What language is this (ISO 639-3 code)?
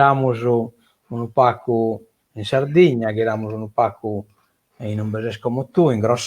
srd